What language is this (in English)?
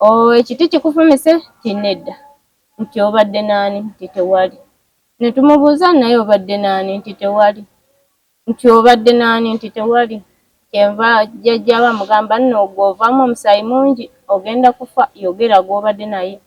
Ganda